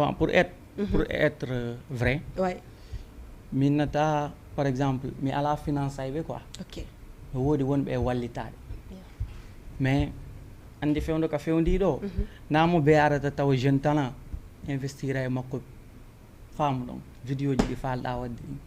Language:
Fula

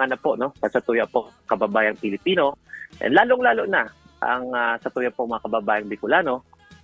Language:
Bikol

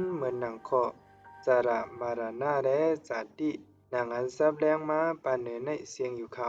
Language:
Shan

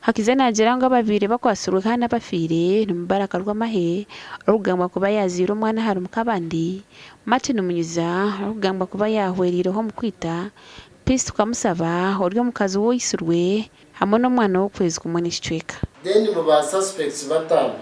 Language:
Nyankole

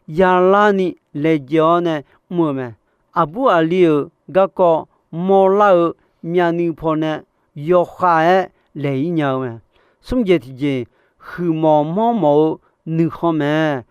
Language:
Akha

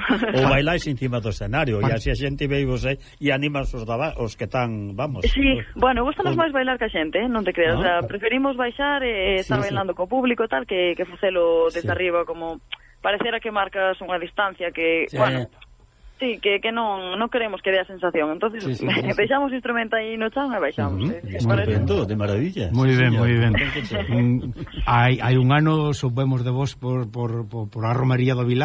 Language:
Galician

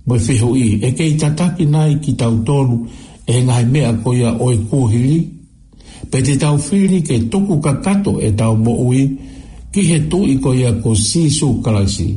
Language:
Tongan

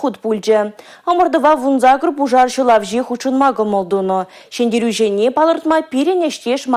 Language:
Chuvash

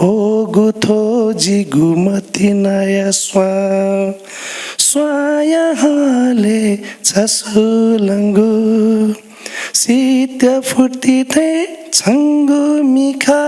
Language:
Newari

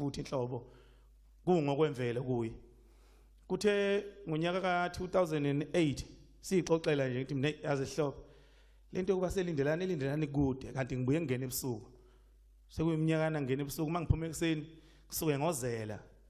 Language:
Zulu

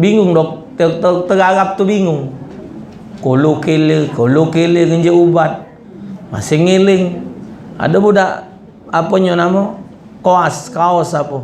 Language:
Musi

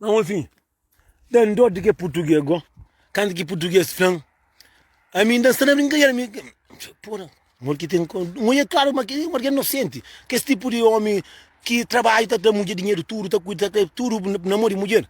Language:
Kabuverdianu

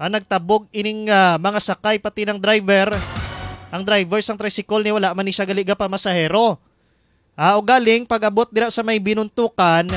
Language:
Hiligaynon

